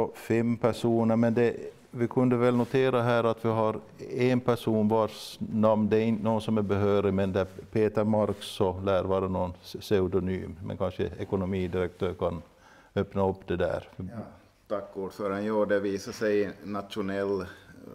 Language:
Swedish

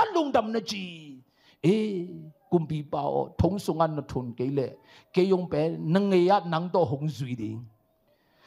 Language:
Tedim Chin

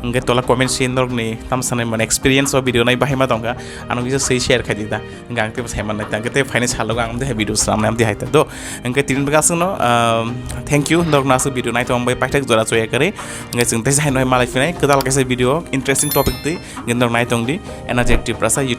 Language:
Kok Borok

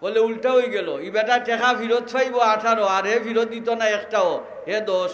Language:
Sylheti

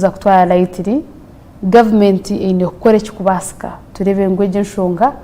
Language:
Nyankole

